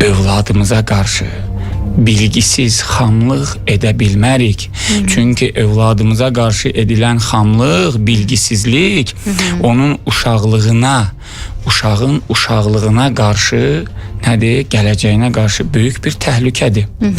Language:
Azerbaijani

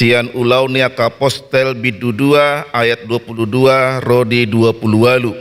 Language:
Batak Toba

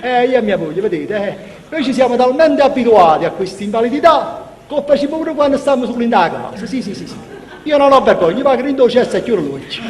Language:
Neapolitan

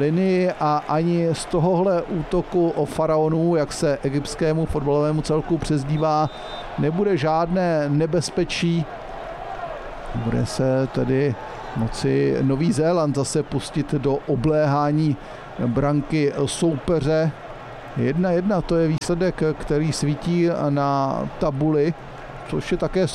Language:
Czech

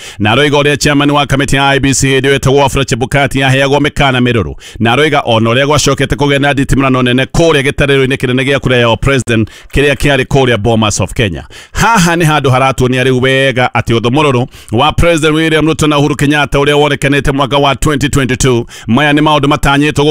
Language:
Kikuyu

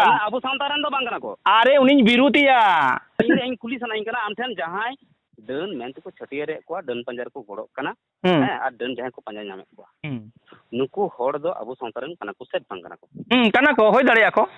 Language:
Santali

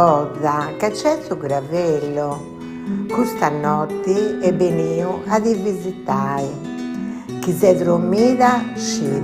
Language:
Sardinian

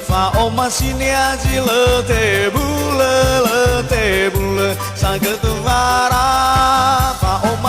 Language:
Nias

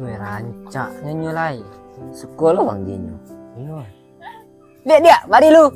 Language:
Minangkabau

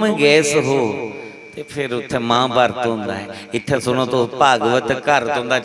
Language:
Dogri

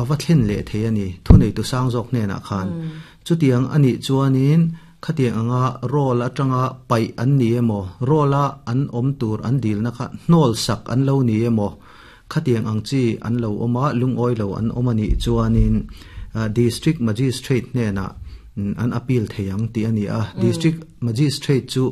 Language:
Mizo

